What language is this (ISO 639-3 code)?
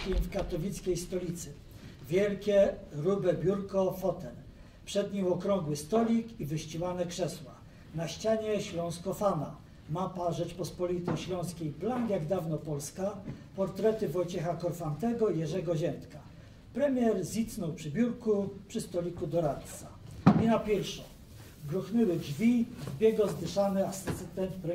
szl